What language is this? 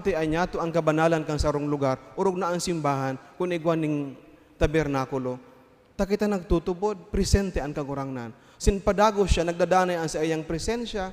Bikol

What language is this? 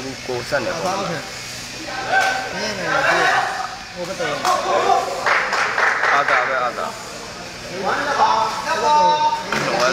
Burmese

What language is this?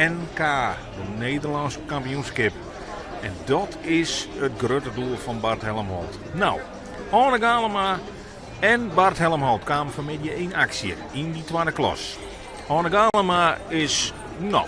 Western Frisian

